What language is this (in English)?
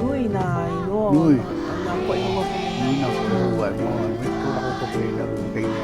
Hawaiian